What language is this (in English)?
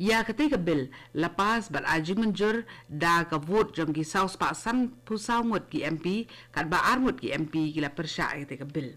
Khasi